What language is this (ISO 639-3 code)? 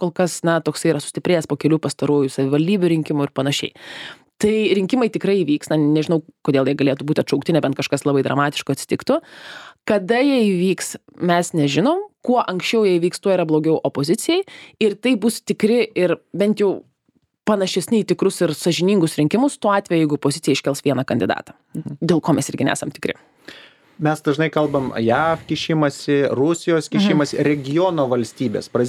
lit